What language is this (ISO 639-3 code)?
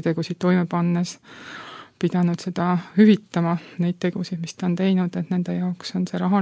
est